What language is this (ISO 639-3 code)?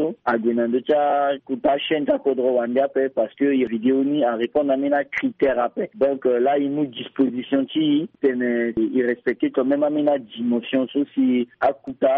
sag